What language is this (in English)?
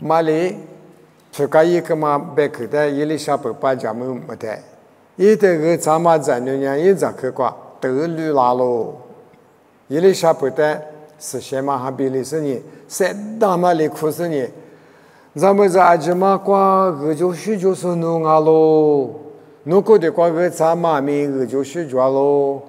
Lisu